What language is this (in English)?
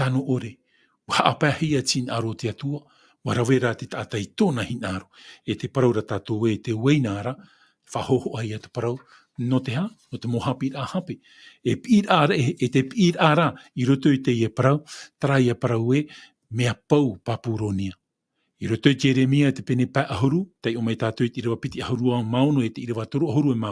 Tahitian